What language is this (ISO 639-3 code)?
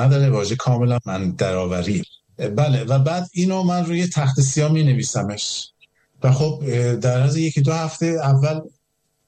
fas